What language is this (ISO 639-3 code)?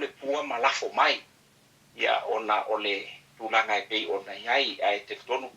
smo